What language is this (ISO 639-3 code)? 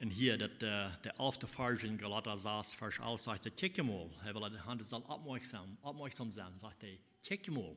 pdt